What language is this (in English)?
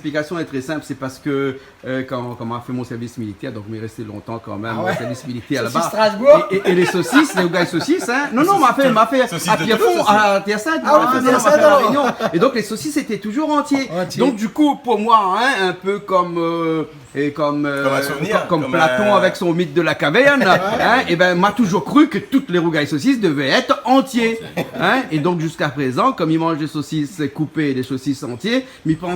Réunion Creole French